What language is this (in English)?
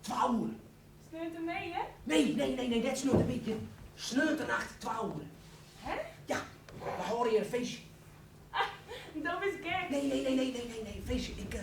Western Frisian